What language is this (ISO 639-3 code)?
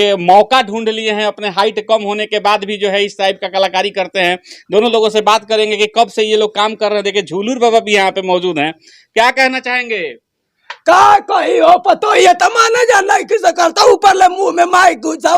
bho